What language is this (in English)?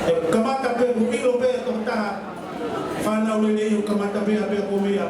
Tongan